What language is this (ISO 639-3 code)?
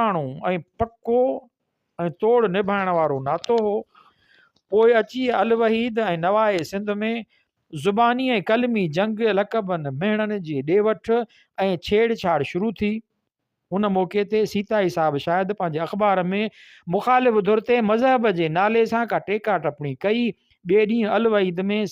snd